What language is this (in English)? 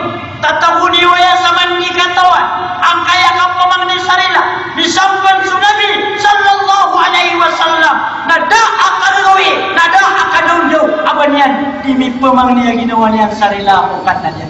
Maranao